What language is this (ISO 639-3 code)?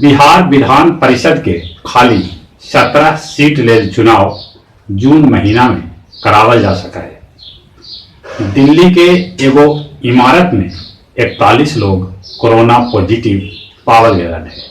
mag